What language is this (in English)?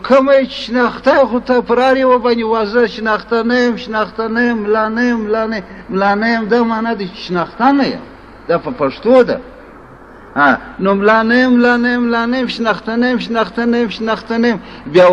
Pashto